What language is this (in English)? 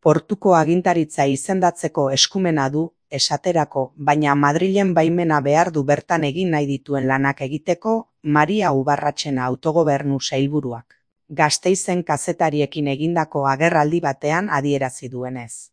Basque